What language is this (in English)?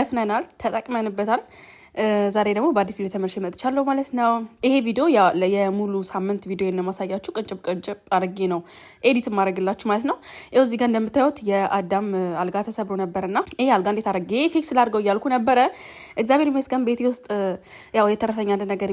Amharic